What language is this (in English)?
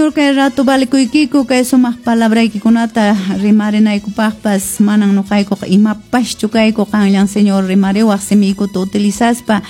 Quechua